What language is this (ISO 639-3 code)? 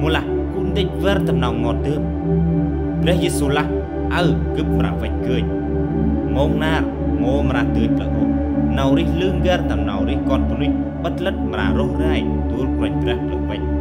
cmo